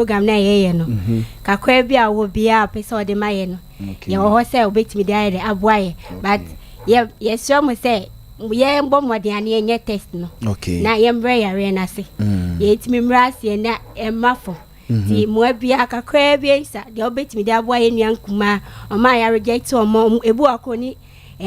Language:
Akan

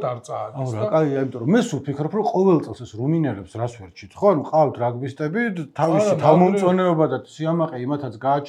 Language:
Georgian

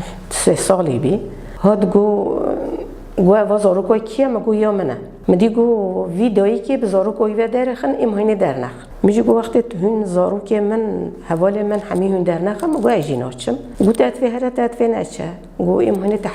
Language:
Kurdish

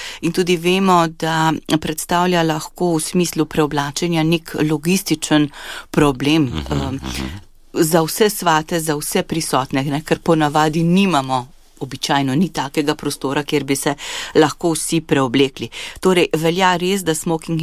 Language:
Slovenian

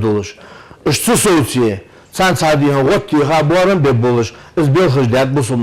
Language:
Ingush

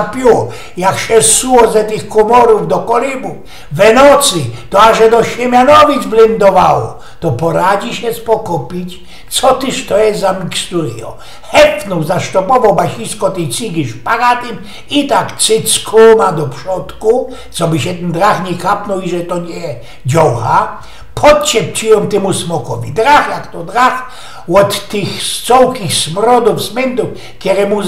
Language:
Silesian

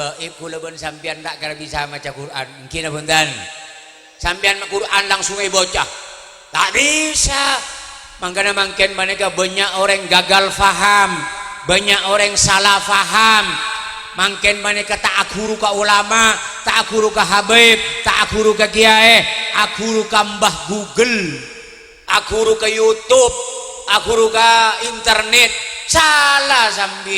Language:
Madurese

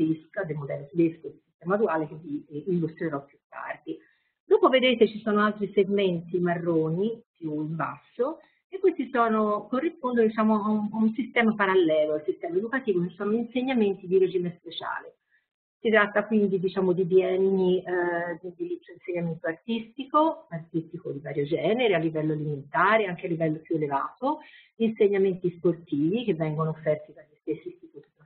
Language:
Italian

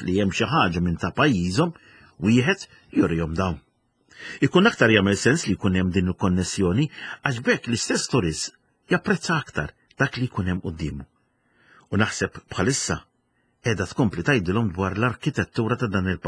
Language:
Maltese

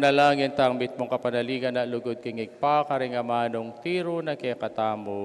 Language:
Pampanga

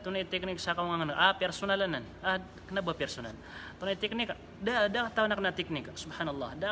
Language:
Maranao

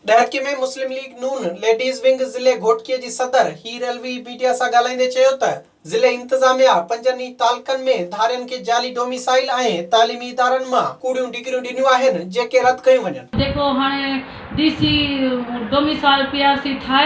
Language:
Sindhi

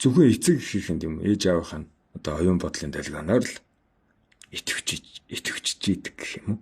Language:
Mongolian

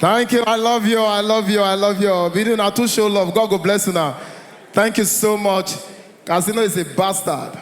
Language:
Nigerian Pidgin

